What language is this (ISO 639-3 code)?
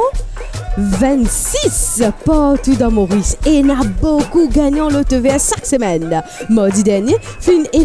mfe